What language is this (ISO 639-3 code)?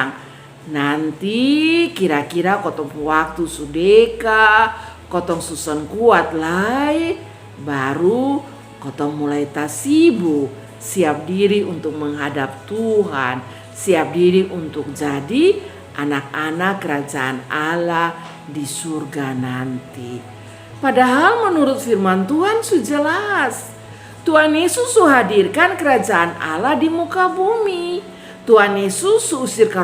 mkn